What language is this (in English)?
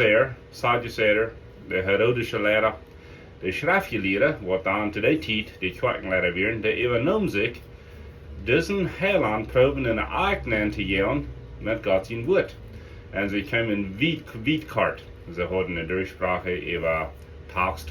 Plautdietsch